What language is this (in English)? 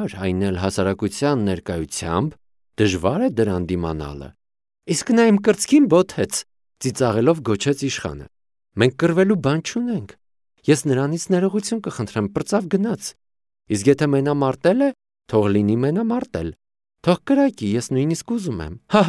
Armenian